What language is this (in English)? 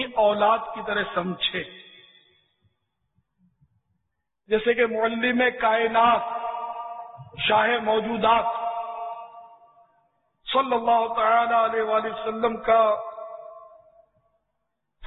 Urdu